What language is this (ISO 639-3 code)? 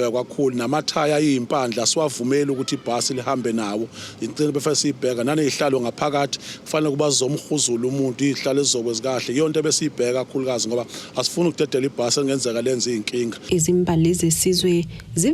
zul